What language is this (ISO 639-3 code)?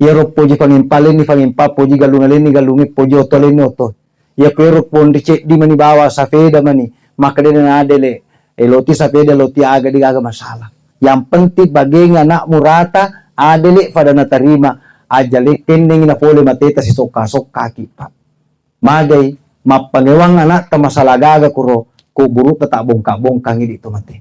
bug